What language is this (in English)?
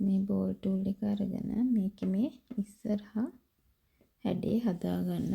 Sinhala